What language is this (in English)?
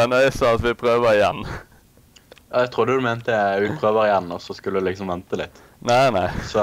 Norwegian